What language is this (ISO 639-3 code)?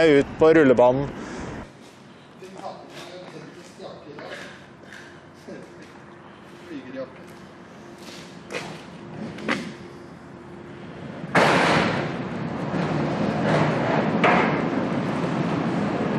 nor